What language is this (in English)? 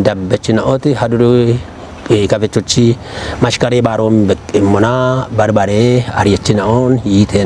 Kafa